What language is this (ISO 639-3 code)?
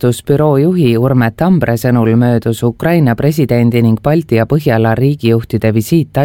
est